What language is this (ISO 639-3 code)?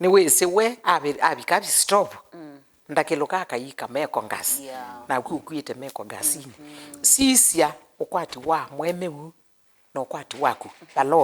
kam